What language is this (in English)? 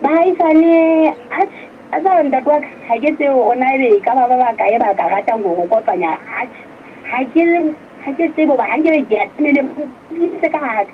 Southern Sotho